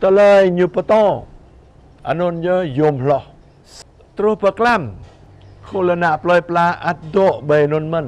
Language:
Jarai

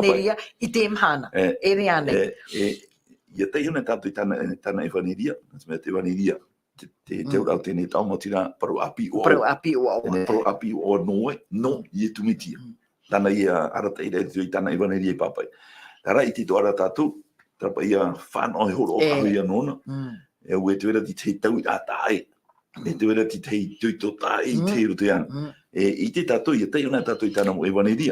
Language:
Tahitian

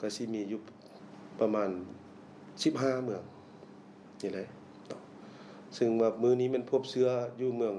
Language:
Lao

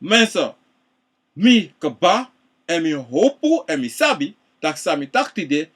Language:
Sranan Tongo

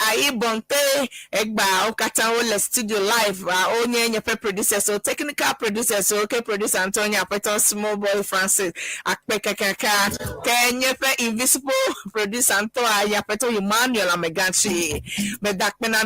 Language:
Ewe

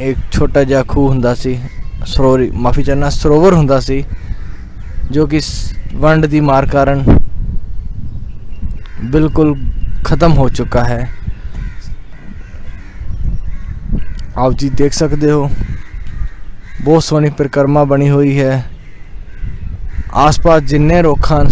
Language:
Punjabi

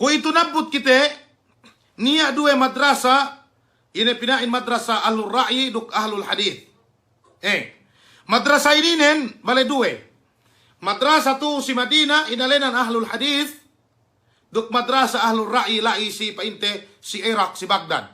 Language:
Yakan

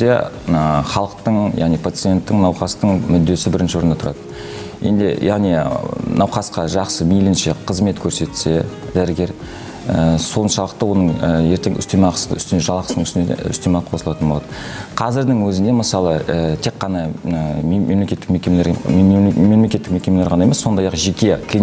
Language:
Kazakh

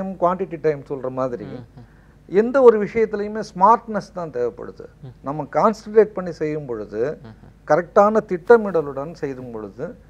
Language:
Tamil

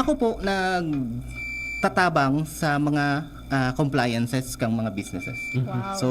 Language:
Bikol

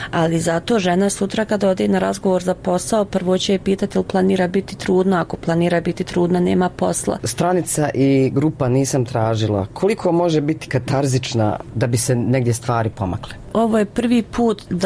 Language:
Croatian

